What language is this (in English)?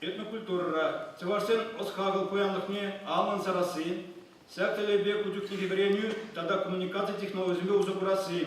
Chuvash